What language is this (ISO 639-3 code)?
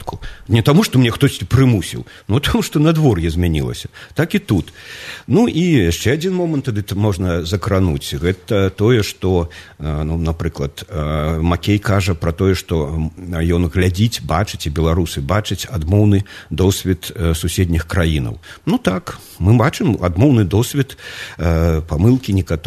bel